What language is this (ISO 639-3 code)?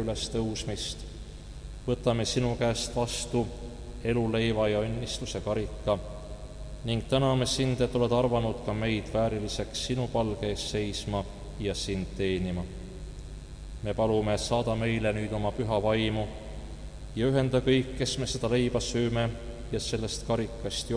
est